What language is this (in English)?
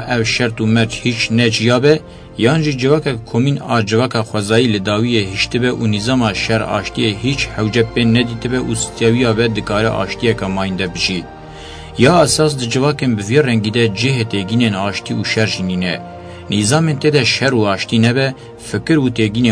Kurdish